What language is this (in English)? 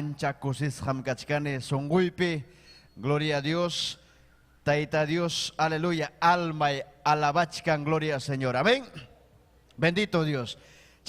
Ayacucho Quechua